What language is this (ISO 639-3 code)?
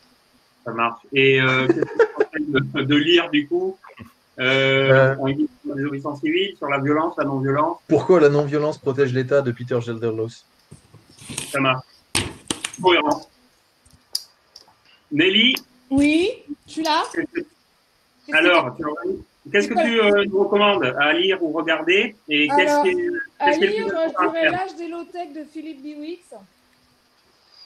fra